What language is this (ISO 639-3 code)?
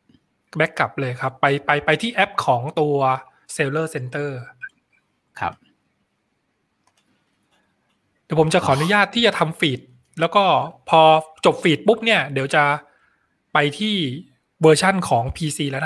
tha